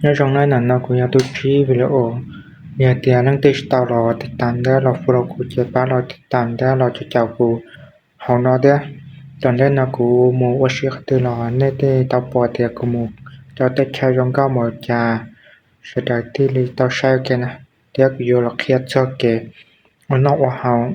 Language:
Hmong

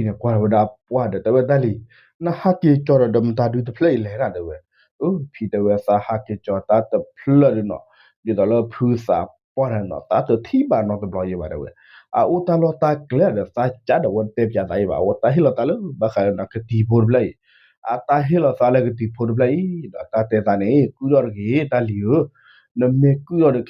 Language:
S'gaw Karen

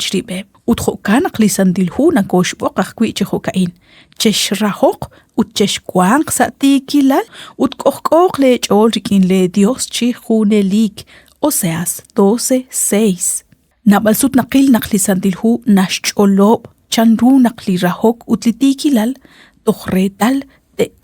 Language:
Kekchí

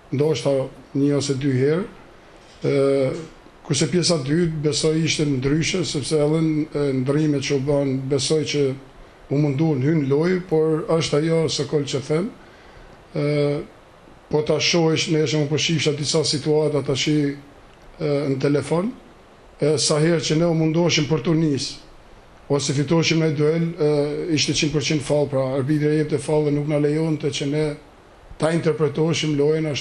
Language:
Albanian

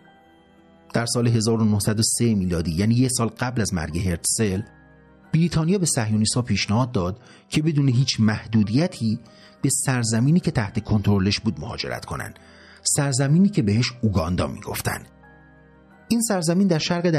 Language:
Persian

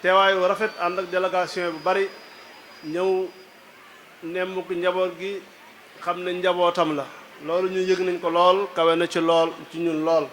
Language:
Wolof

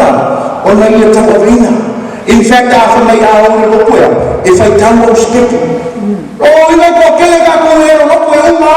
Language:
Samoan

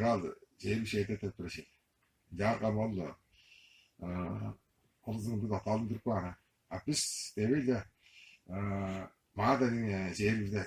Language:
Tuvinian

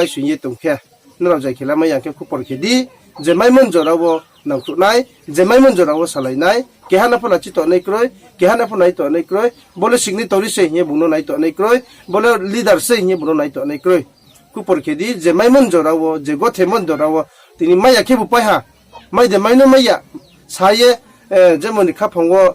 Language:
Riang (India)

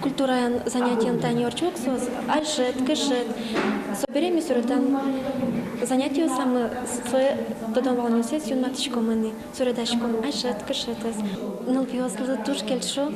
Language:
Udmurt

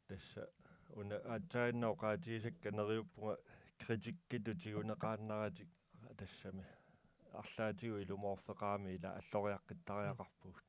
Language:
Kalaallisut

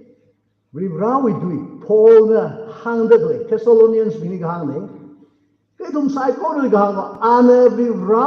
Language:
Tangkhul Naga (India)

